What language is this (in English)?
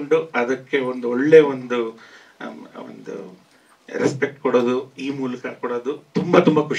Kannada